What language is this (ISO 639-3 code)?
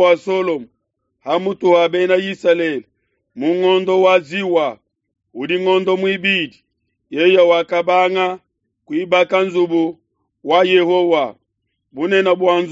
lua